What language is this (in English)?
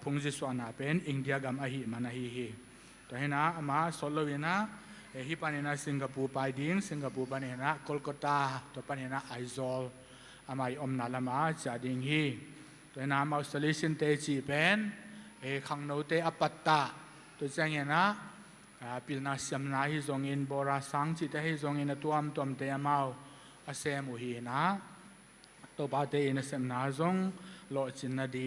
Tedim Chin